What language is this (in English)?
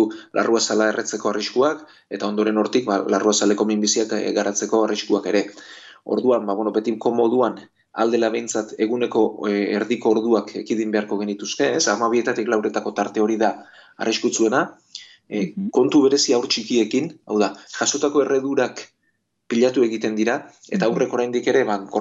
Basque